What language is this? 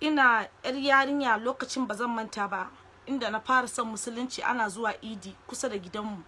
Hausa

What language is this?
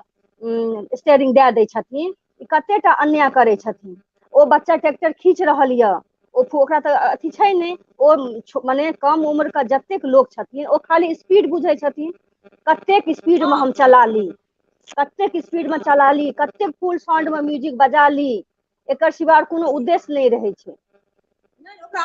Maithili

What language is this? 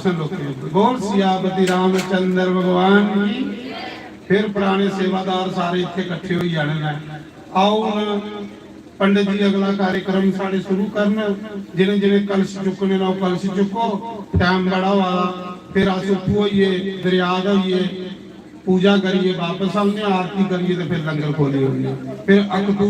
Dogri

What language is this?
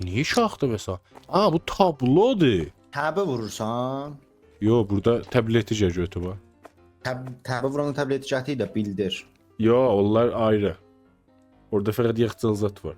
South Azerbaijani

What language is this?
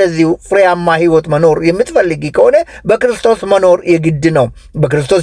Amharic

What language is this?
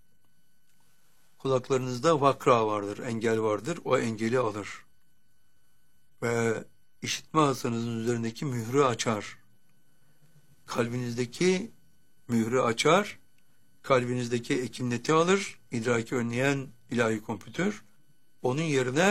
Turkish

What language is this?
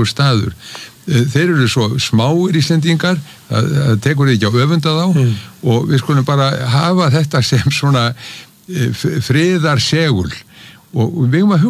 Icelandic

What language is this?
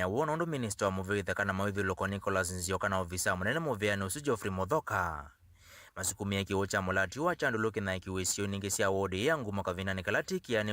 Kamba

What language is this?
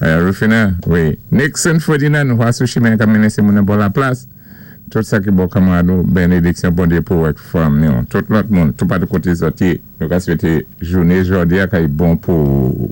Saint Lucian Creole French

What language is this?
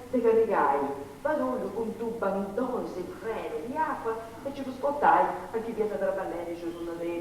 Sardinian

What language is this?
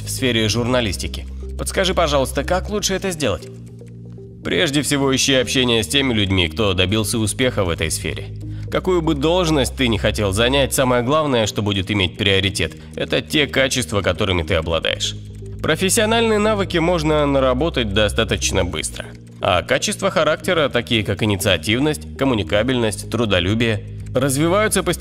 Russian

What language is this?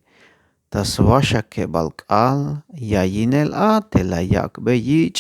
Tzeltal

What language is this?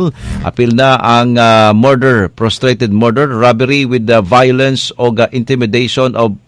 Cebuano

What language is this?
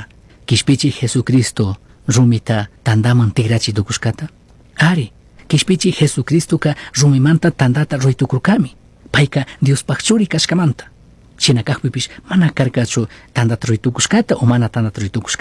Chimborazo Highland Quichua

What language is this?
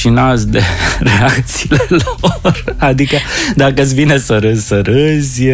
Romanian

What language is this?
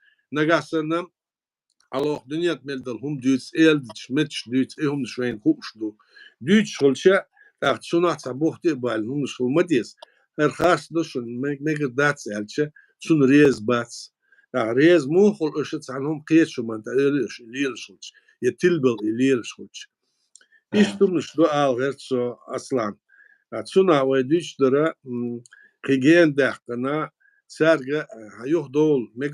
Chechen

